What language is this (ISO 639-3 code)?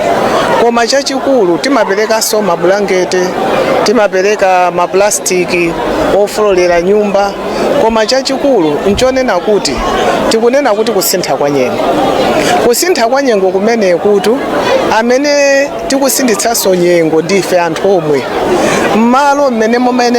nya